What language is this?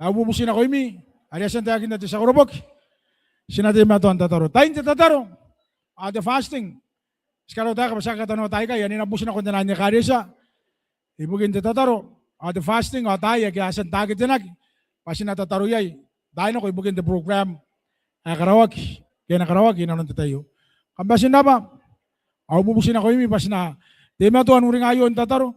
Gilbertese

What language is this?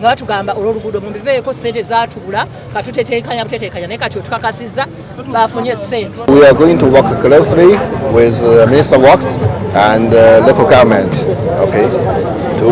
Ganda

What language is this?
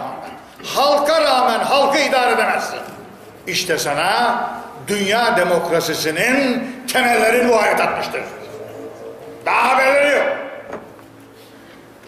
Turkish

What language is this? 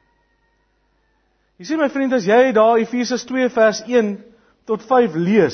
Afrikaans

